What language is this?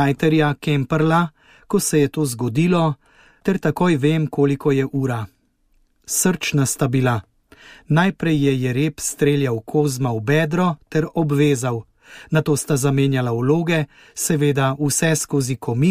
Slovenian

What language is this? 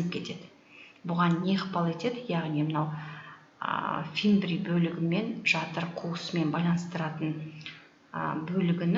Kazakh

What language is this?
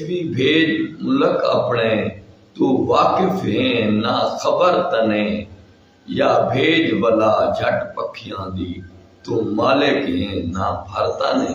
Saraiki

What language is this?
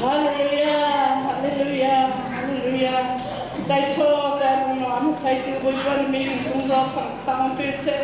Hakha Chin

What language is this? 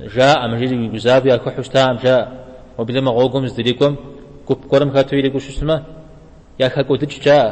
Kabardian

